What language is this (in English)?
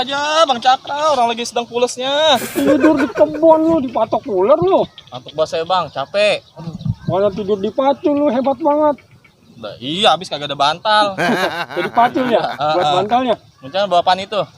Betawi